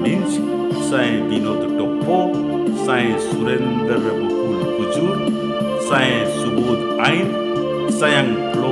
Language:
Kurukh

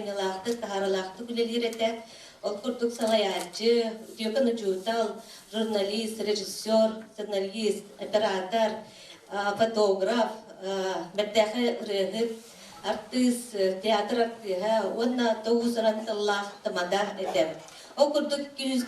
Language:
Yakut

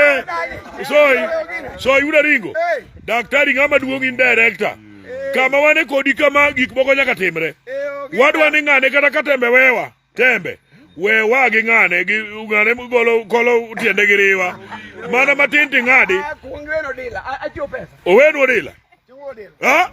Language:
Luo (Kenya and Tanzania)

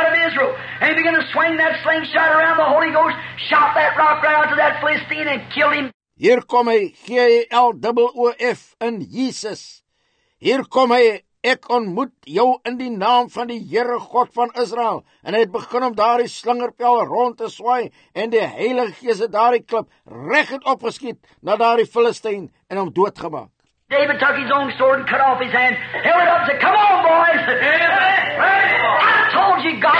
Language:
Afrikaans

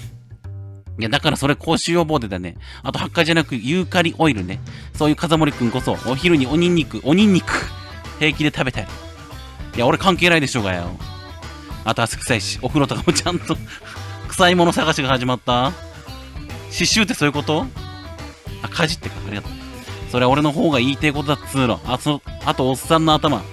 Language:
Japanese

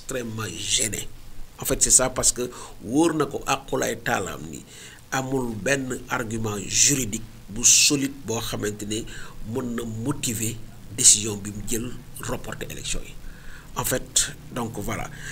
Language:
Wolof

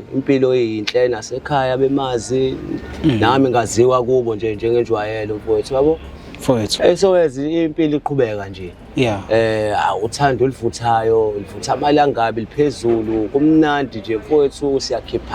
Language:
Zulu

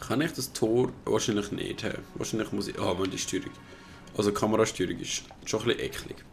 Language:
Swiss German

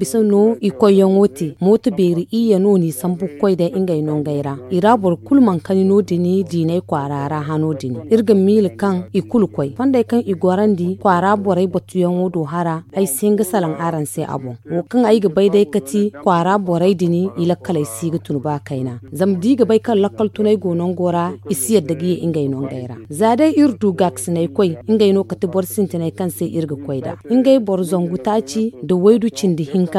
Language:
Zarma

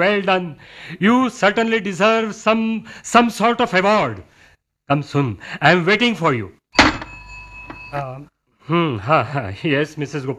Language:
Marathi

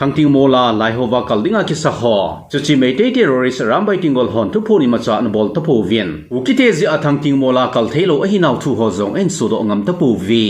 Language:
Thado Chin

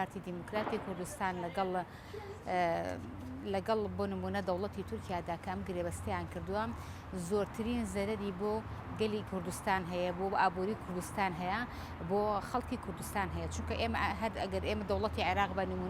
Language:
Central Kurdish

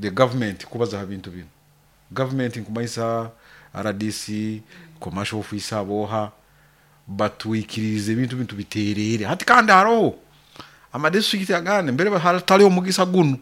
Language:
Nyoro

